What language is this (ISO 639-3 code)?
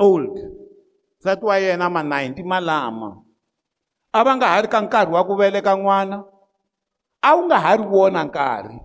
tso